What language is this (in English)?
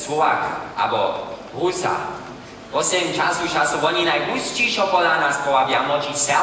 Upper Sorbian